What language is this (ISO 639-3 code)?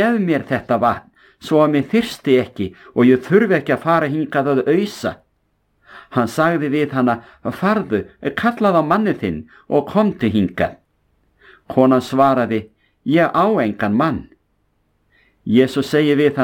isl